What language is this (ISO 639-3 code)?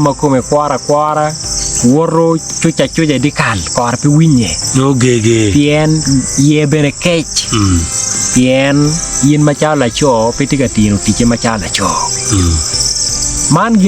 ach